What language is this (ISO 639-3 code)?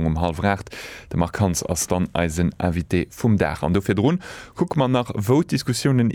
ltz